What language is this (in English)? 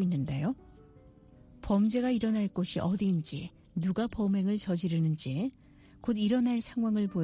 Korean